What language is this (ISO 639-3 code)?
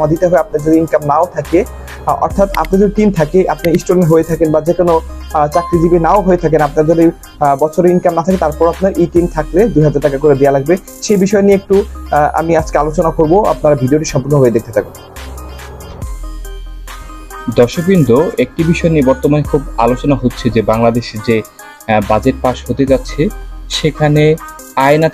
ben